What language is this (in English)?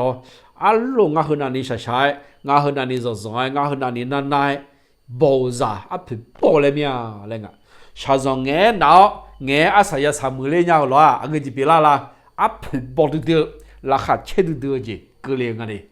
Akha